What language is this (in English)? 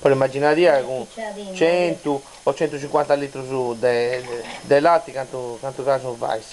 Sardinian